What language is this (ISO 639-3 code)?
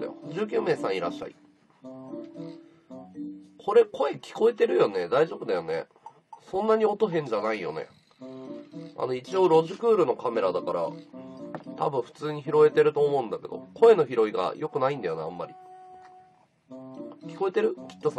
jpn